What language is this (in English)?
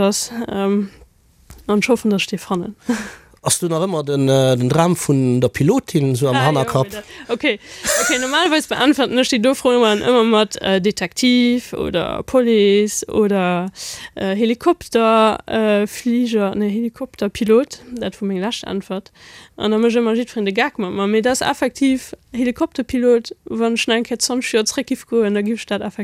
Luxembourgish